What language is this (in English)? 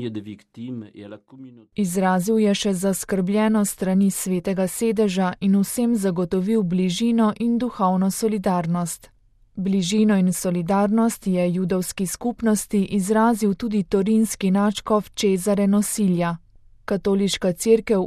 Slovenian